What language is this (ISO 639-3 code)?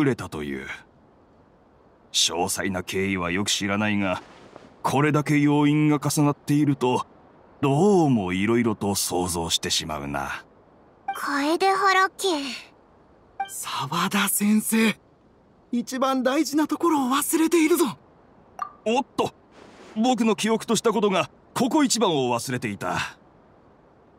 jpn